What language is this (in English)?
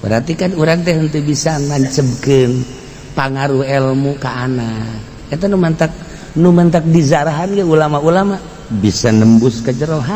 Sundanese